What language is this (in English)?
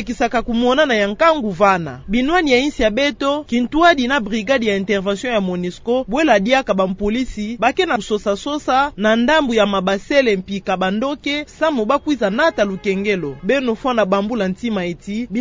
Kituba (Democratic Republic of Congo)